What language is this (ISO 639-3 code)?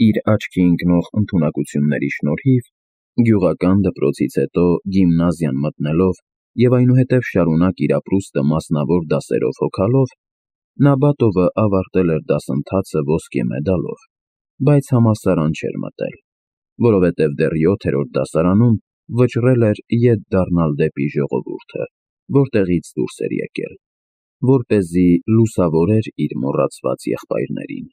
hye